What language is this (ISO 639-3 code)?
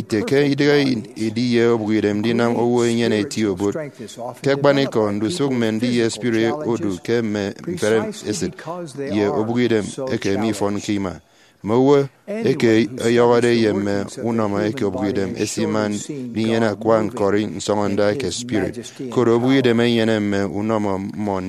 efi